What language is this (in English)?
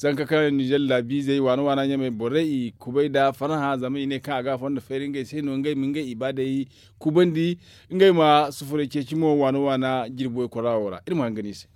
Zarma